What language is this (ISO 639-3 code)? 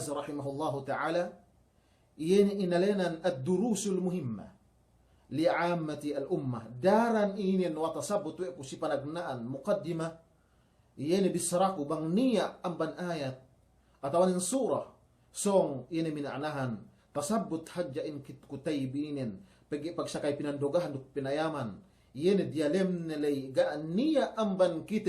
yka